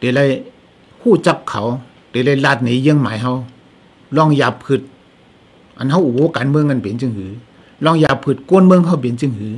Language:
Shan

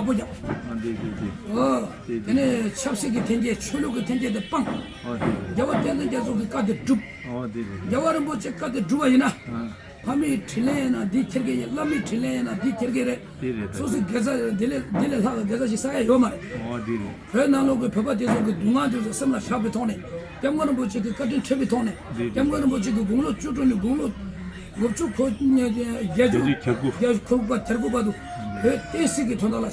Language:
Tibetan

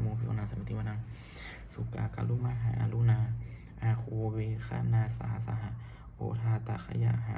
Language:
Pali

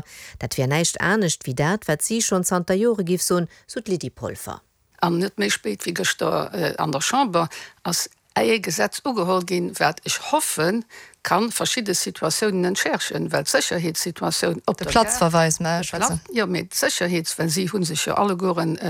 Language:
Luxembourgish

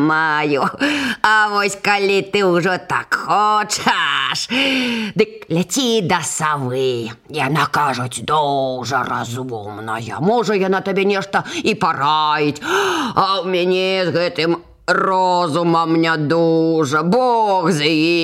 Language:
Belarusian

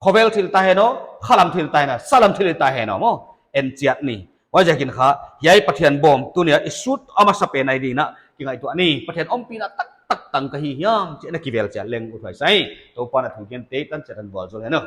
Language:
Paite Chin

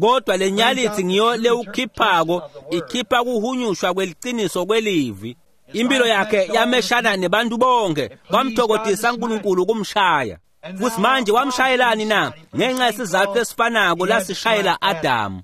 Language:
Swati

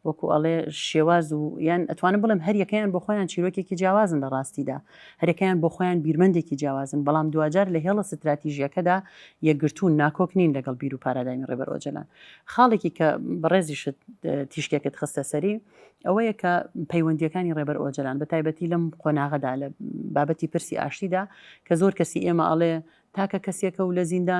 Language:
Central Kurdish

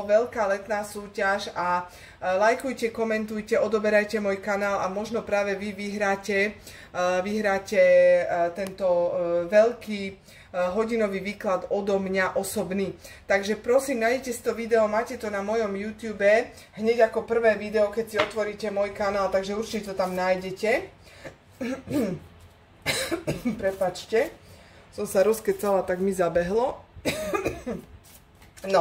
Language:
Slovak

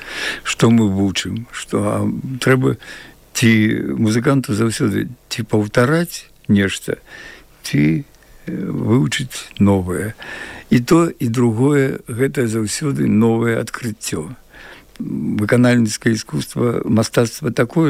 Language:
Belarusian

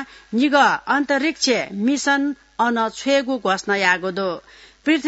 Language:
Newari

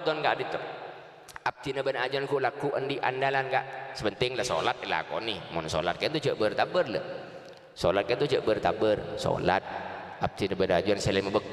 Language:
Madurese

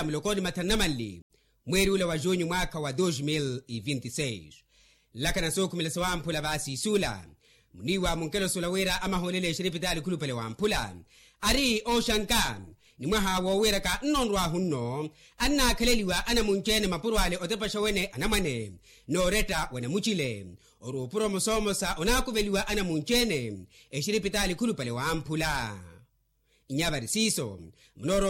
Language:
Makhuwa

